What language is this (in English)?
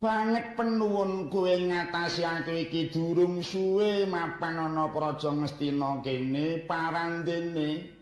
Javanese